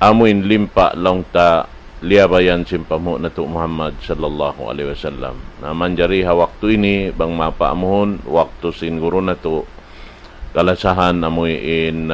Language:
Tausug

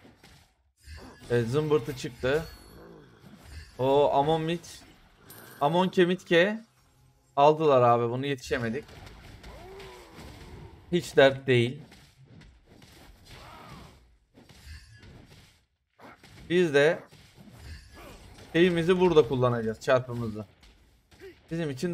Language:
Turkish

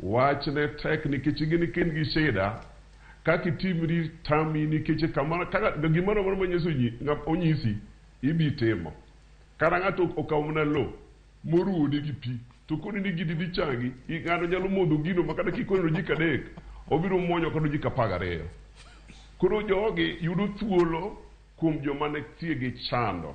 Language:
Luo (Kenya and Tanzania)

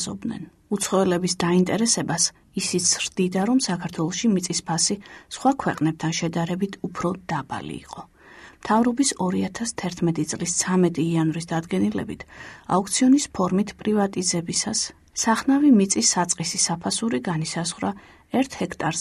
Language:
Georgian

